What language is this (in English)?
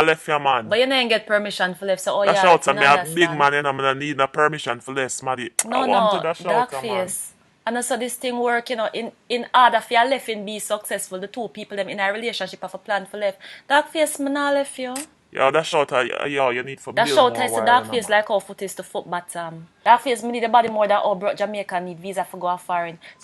Jamaican Creole English